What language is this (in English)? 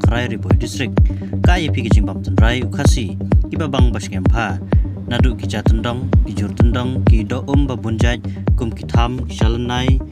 Khasi